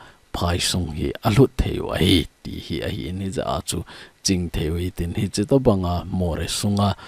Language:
Thado Chin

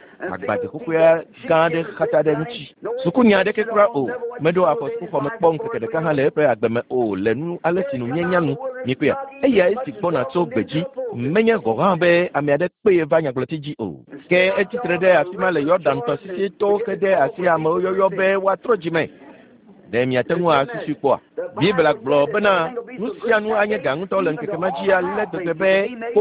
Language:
Ewe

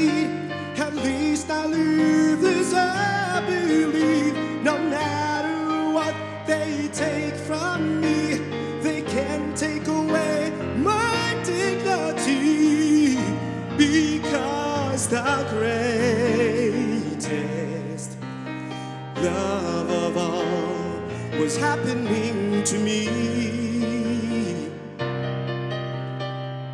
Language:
English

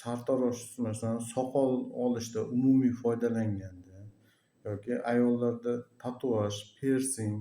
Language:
Uzbek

